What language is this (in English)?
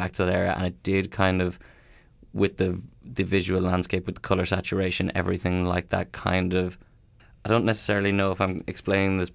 English